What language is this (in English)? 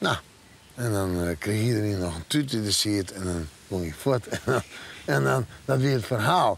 Western Frisian